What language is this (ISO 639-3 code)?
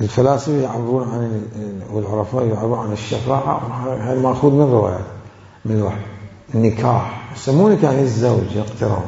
acm